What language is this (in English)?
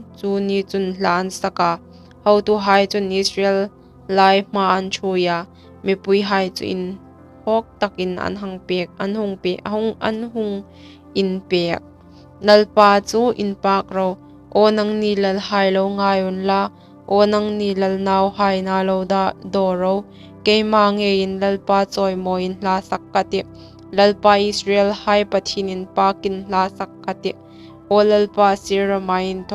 Hmar